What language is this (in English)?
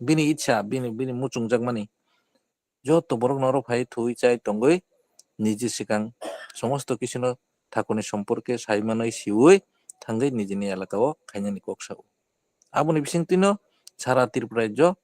Kok Borok